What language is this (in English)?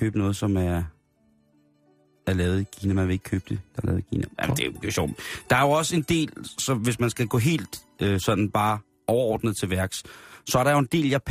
Danish